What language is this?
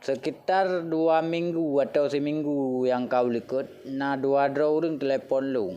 Achinese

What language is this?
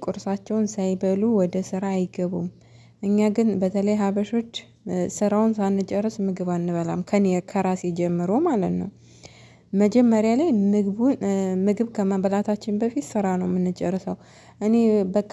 Amharic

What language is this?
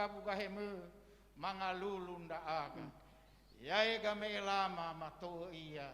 Nias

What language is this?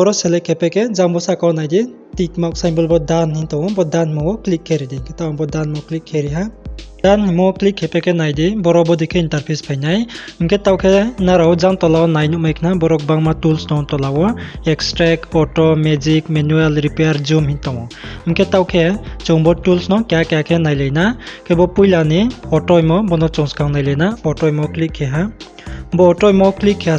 Riang (India)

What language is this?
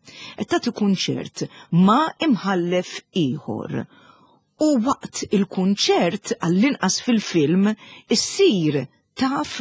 Maltese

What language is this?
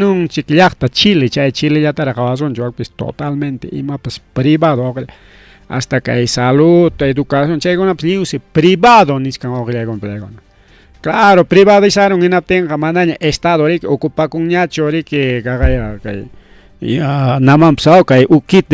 Ayacucho Quechua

